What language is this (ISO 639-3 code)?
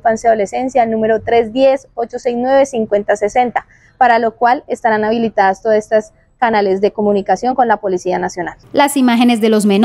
spa